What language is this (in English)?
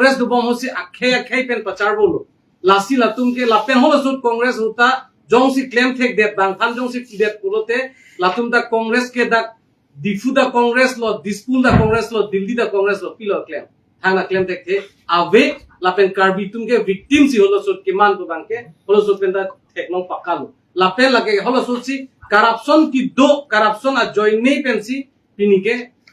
Karbi